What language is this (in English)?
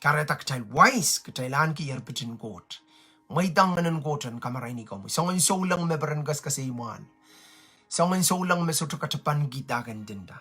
Pohnpeian